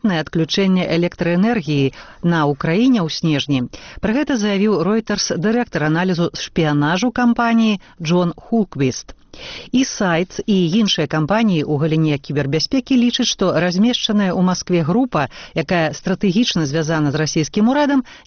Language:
Belarusian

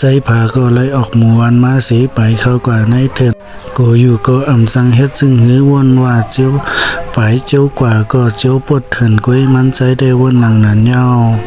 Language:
Shan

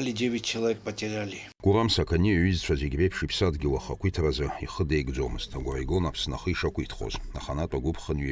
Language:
Abkhazian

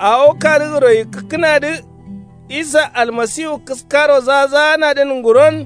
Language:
Kanuri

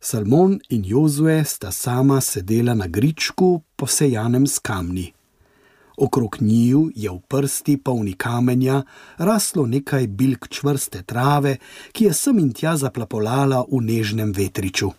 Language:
Slovenian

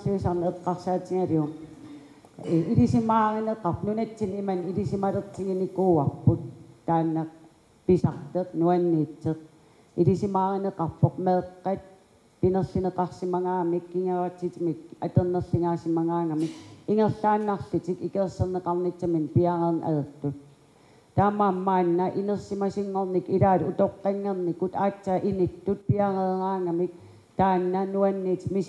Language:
Kalaallisut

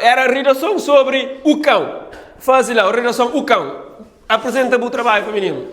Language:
Kabuverdianu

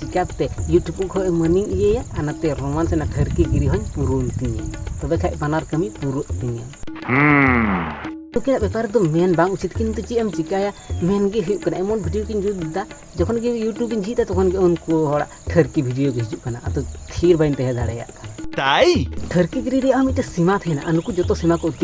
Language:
Santali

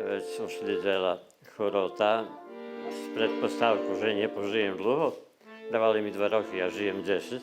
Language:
Rusyn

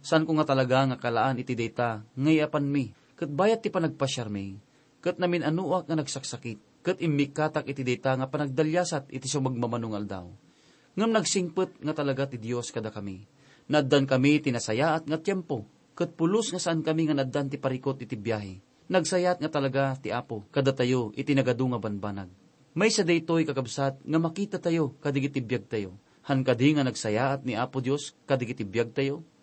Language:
Iloko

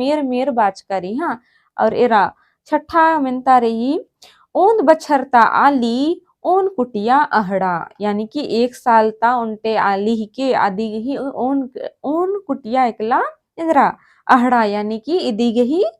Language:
Kurukh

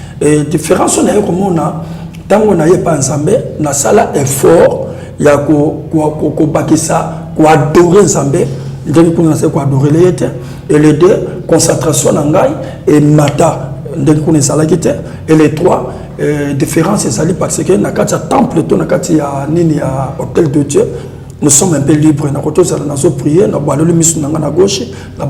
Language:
Lingala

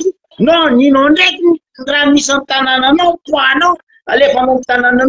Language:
Malagasy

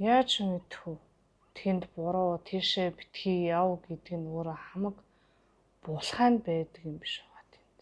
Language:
Mongolian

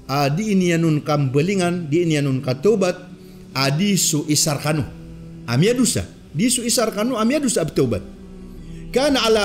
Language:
Maranao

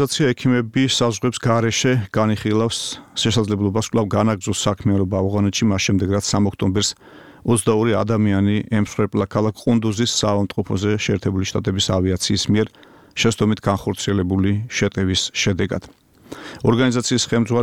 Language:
Georgian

